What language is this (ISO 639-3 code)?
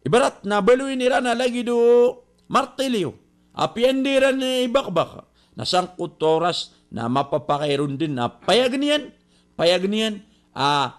mrw